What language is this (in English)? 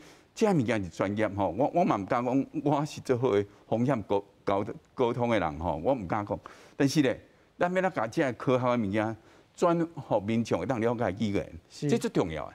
Min Nan Chinese